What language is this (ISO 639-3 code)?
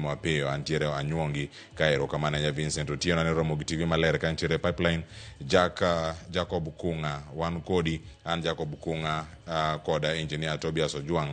luo